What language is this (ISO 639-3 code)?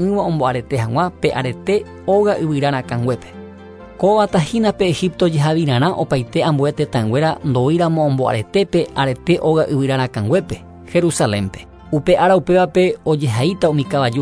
grn